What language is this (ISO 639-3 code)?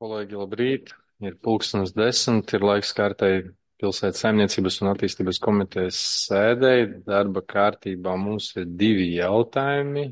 lav